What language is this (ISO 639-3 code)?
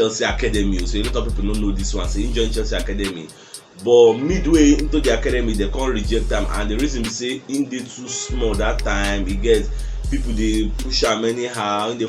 pcm